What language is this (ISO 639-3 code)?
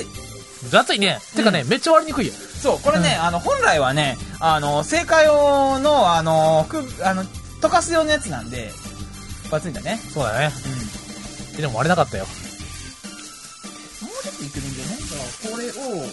jpn